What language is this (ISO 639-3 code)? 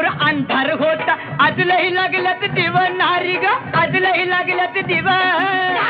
mar